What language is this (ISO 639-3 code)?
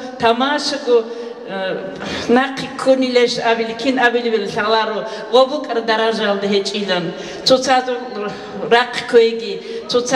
ava